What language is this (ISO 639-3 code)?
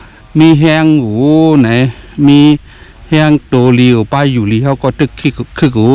shn